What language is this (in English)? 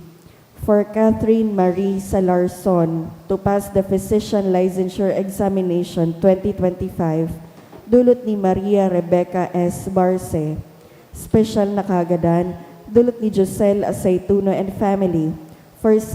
Bikol